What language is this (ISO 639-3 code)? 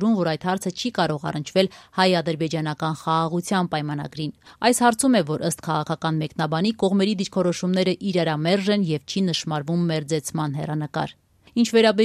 hye